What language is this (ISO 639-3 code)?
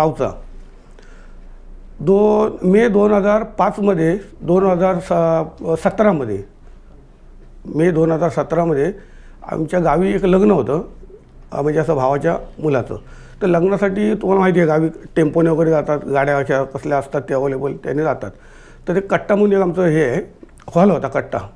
mar